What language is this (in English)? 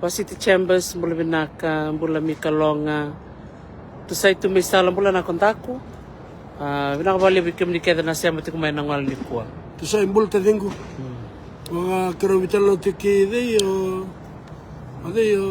Fijian